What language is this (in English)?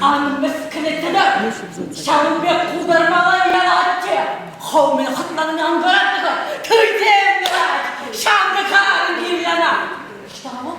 Chuvash